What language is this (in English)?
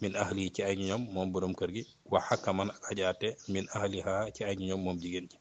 Wolof